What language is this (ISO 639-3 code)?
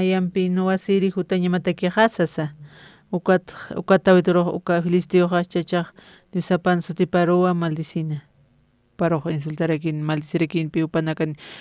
aym